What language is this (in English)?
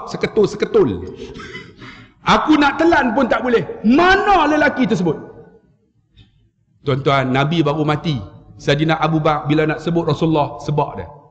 Malay